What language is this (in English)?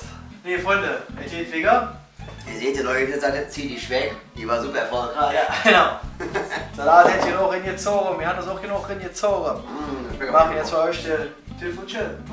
Colognian